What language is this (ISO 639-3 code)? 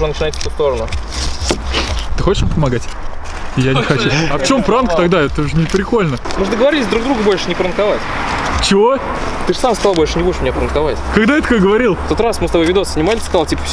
rus